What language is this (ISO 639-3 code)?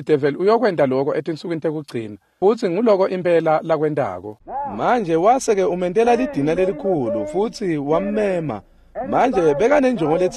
ssw